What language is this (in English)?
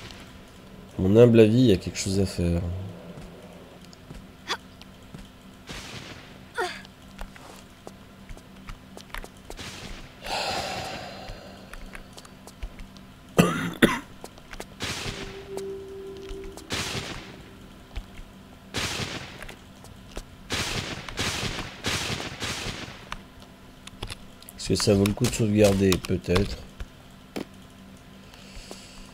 French